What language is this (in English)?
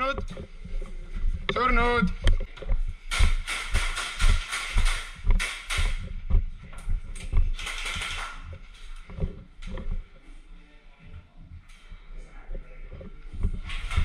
Estonian